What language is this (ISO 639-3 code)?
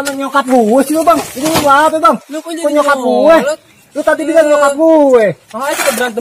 bew